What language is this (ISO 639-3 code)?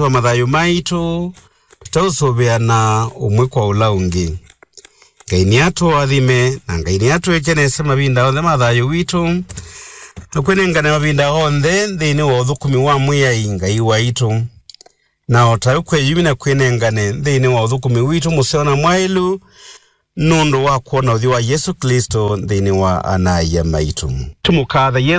kam